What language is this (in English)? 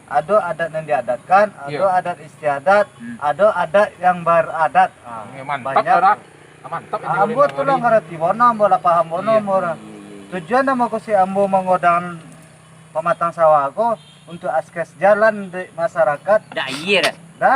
Minangkabau